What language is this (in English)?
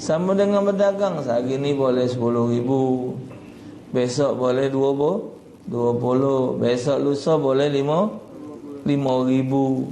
Musi